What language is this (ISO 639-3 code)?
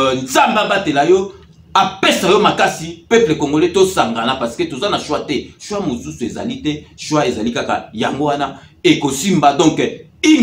lin